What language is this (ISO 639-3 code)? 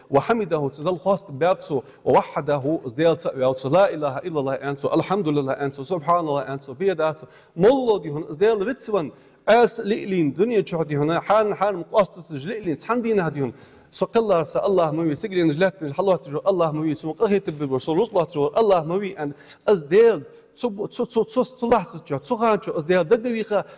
inh